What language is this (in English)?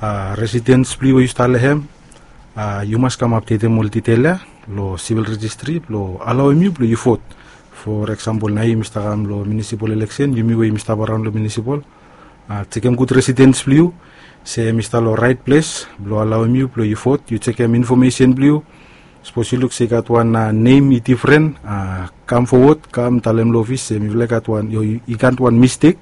Bislama